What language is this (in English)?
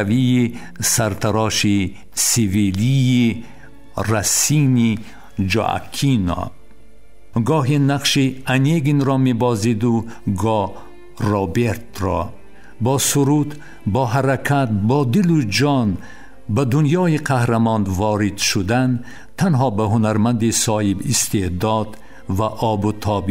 Tajik